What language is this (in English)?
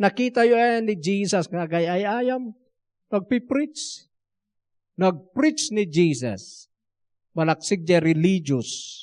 Iloko